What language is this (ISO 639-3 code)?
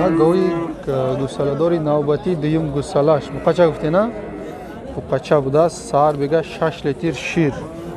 tgk